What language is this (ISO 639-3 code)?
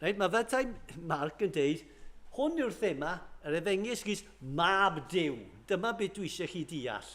cym